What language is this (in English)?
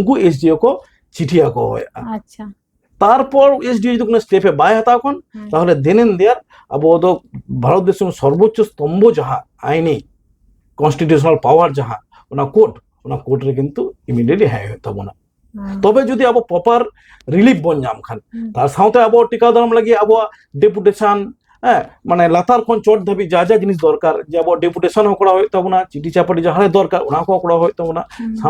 Santali